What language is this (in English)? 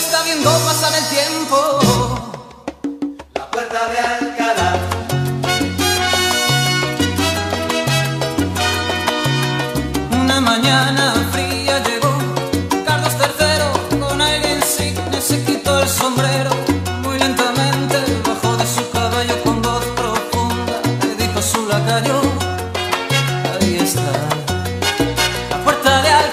Spanish